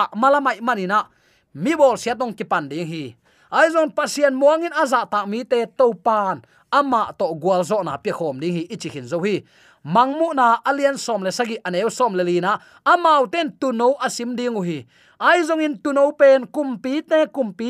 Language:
Tedim Chin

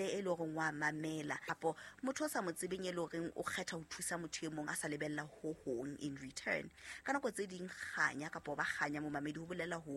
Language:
Southern Sotho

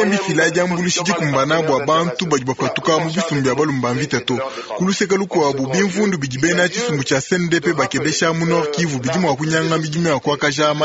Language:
Luba-Lulua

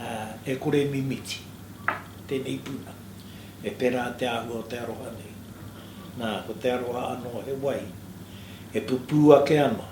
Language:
Māori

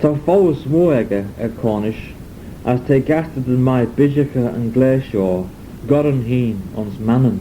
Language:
Manx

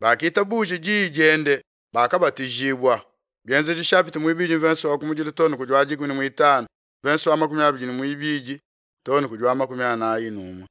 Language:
Luba-Lulua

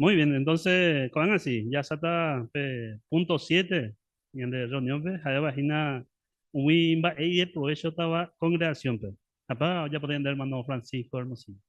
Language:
Guarani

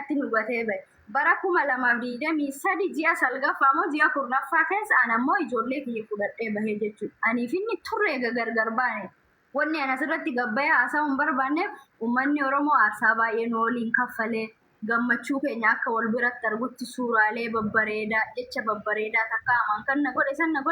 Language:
Oromo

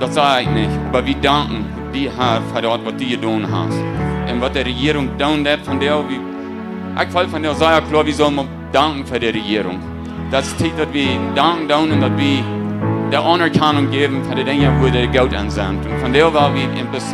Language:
Plautdietsch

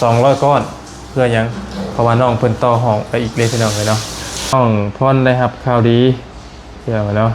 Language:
Lao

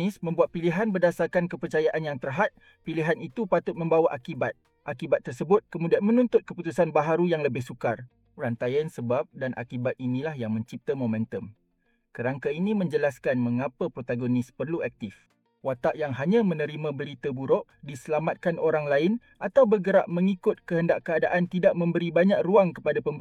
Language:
Malay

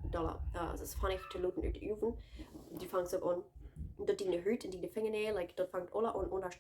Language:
Plautdietsch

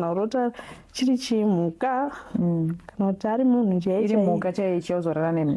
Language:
Shona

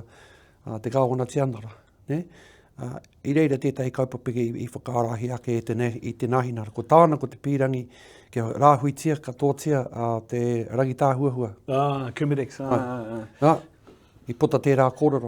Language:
Māori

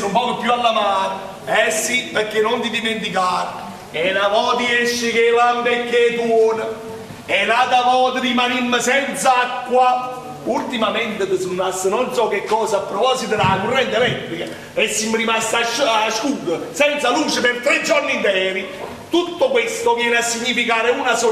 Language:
Neapolitan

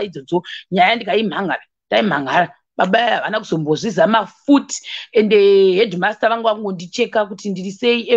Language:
Shona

